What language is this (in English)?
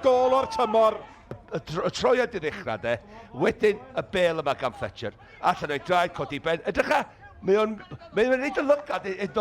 Welsh